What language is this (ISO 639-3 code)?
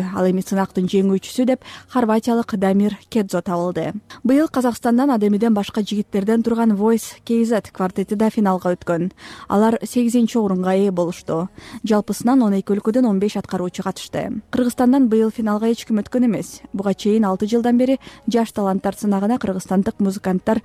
kir